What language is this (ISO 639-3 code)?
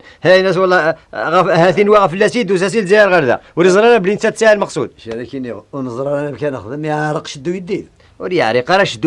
kab